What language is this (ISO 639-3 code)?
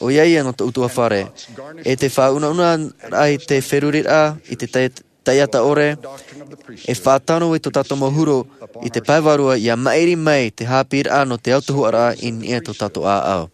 tah